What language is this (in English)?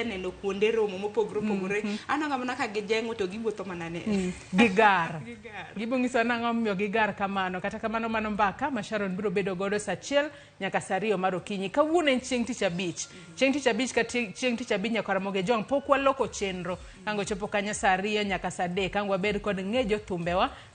Luo (Kenya and Tanzania)